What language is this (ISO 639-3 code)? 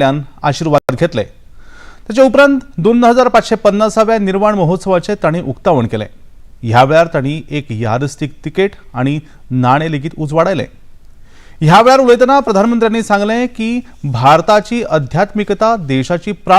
kok